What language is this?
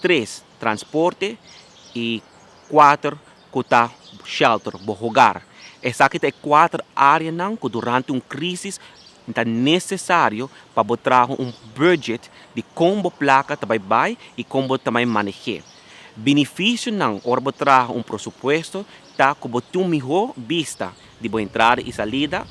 Papiamento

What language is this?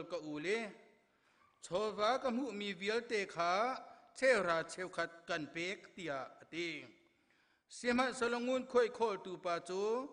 Hakha Chin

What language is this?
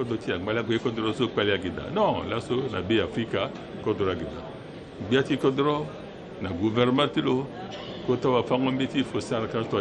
Sango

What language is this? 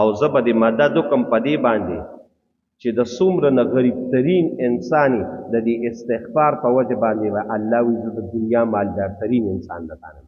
Pashto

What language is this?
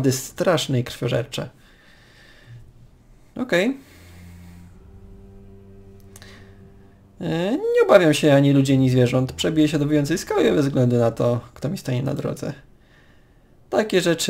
Polish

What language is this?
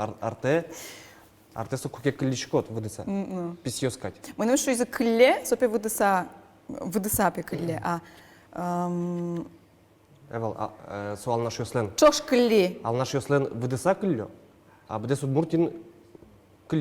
Udmurt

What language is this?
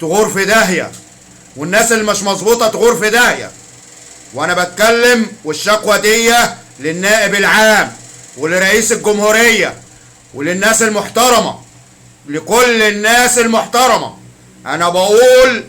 Egyptian Arabic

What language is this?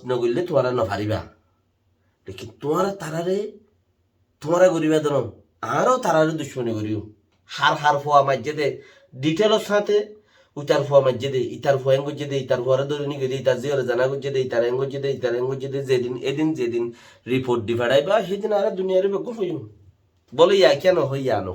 Rohingya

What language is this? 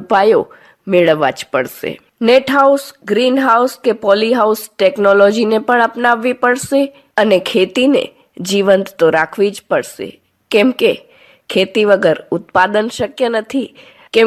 Gujarati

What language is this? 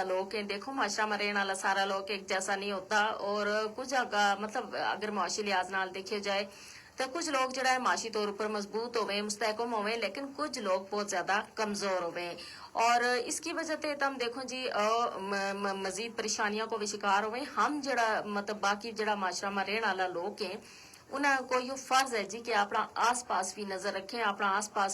Gujari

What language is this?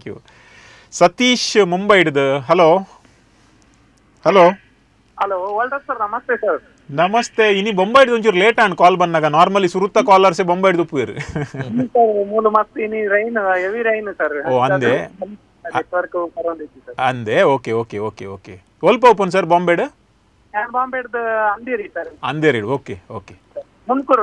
Tulu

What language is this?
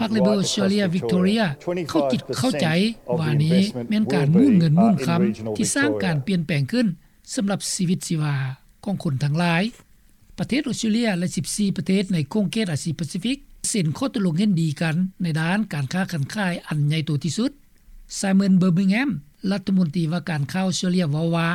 Lao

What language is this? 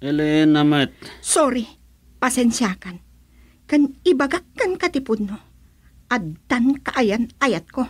Iloko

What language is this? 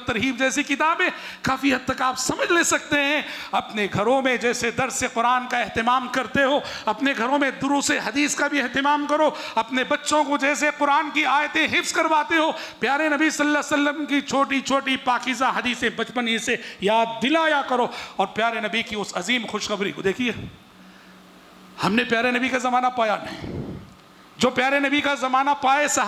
Urdu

